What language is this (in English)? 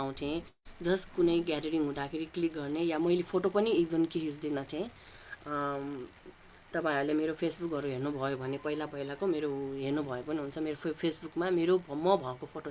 Nepali